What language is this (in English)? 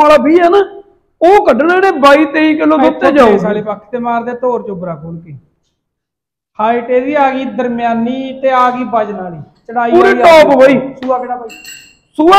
Punjabi